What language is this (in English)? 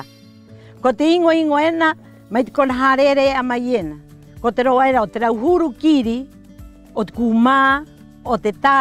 Rapanui